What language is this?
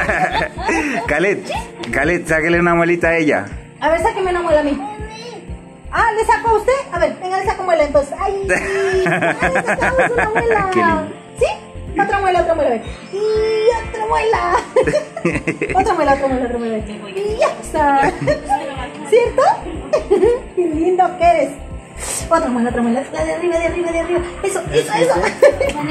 Spanish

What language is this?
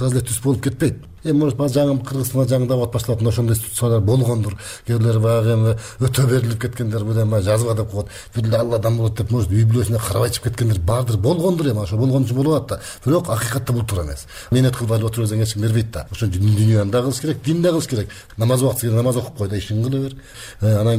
Kyrgyz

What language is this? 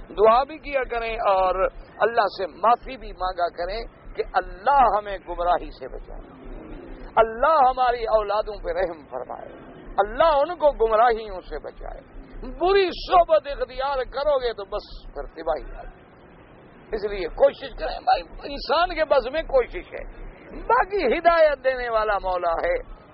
Urdu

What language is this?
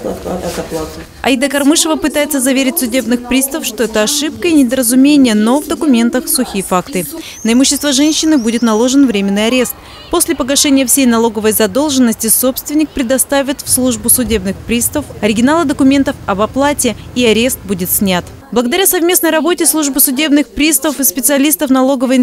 Russian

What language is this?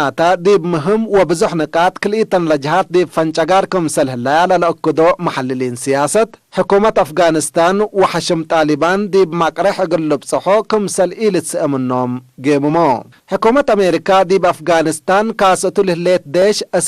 Tigre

